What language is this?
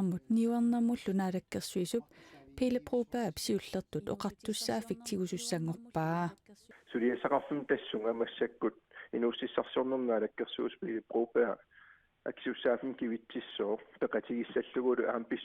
Kalaallisut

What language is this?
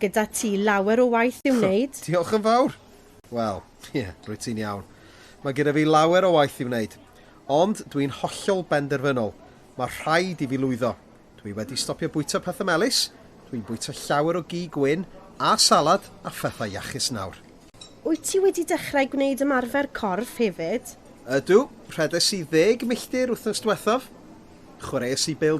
Welsh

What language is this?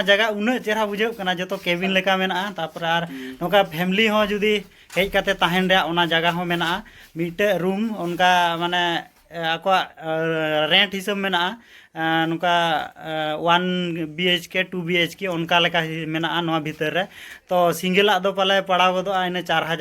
Santali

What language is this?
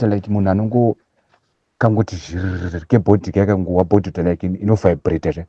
Shona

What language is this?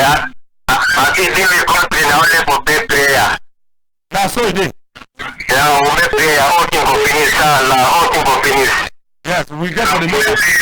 Cameroon Pidgin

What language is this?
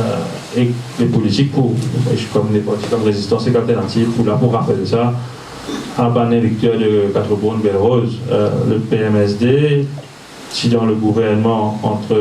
Morisyen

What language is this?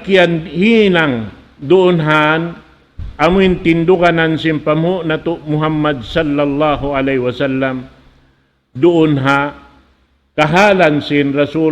Tausug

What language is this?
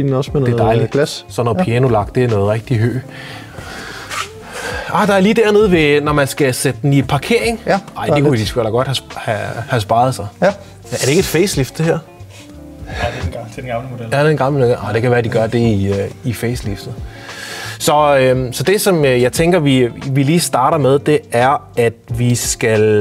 Danish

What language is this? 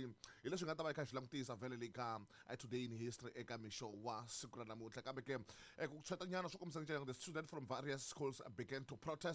Tsonga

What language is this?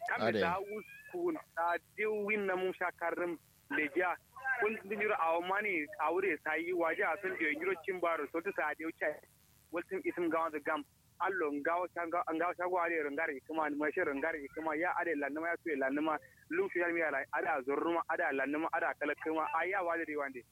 Kanuri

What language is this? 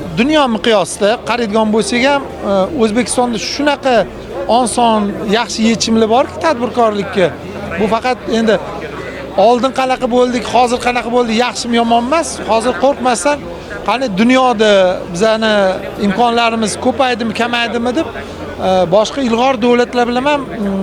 Uzbek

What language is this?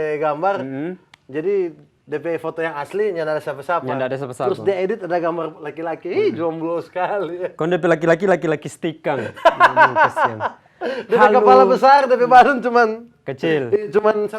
Manado Malay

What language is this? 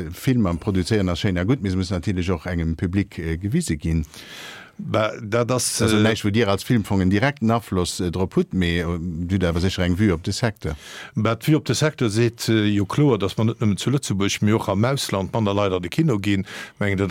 Luxembourgish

